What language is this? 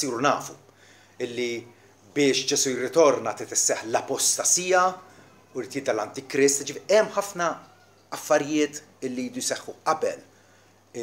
Maltese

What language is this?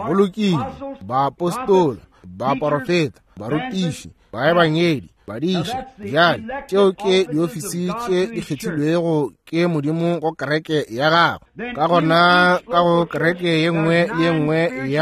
Northern Sotho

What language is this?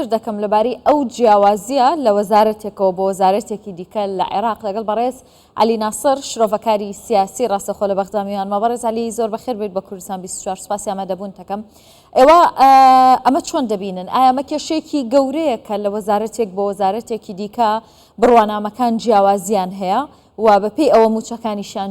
Central Kurdish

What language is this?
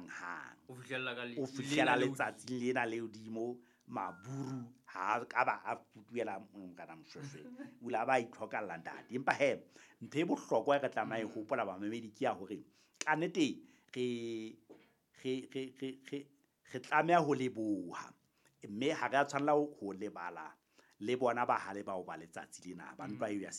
Southern Sotho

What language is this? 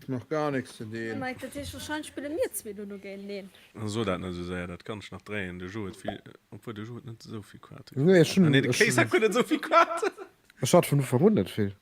Luxembourgish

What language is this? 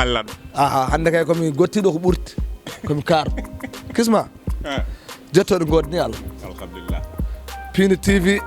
Fula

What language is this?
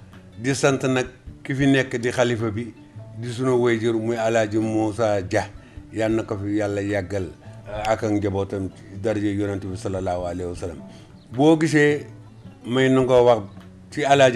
Wolof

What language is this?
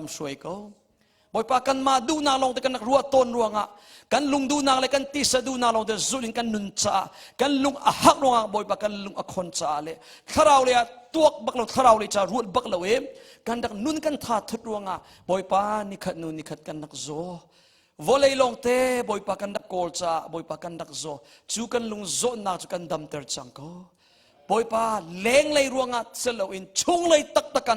Hakha Chin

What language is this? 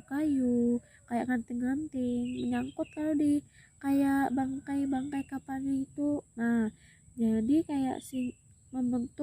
Banjar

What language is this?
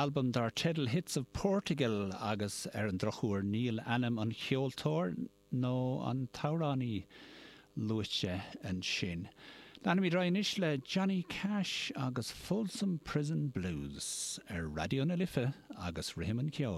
Irish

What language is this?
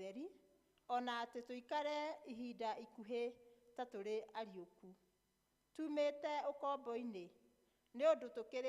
Kikuyu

